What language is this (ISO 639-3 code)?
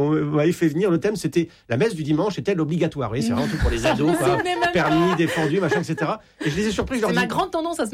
fra